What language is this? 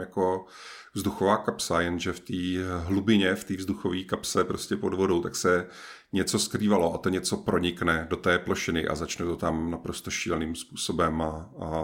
Czech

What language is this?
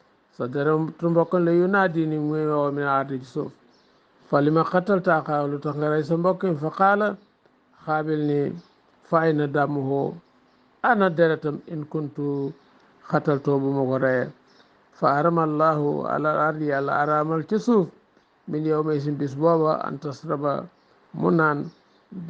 Wolof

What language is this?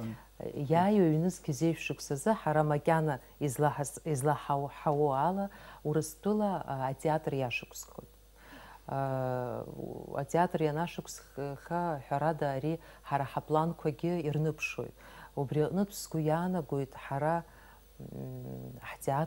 Abkhazian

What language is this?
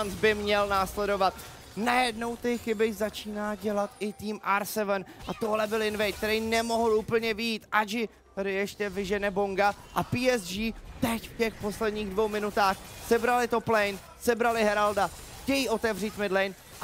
Czech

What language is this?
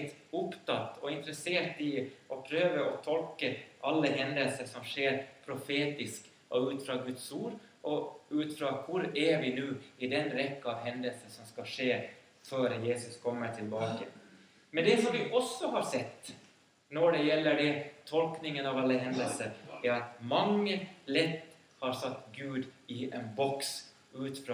Norwegian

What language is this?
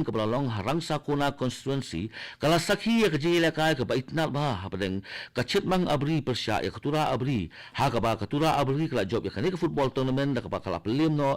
Khasi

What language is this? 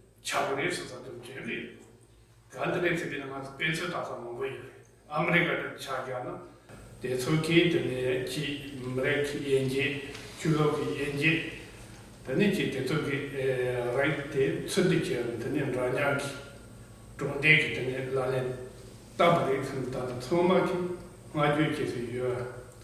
Tibetan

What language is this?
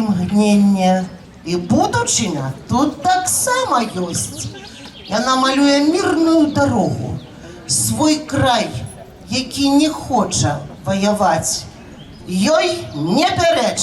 Belarusian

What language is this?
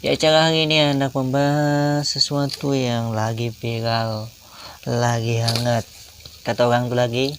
Banjar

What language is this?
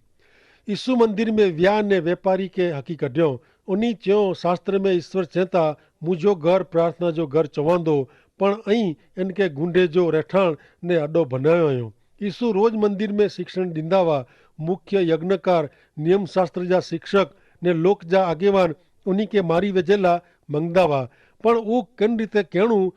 Kachhi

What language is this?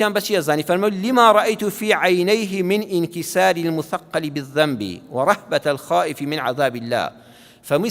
Central Kurdish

